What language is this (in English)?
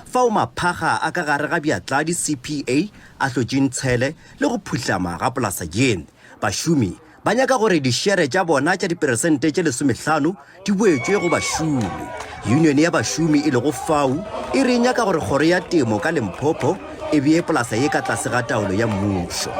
Northern Sotho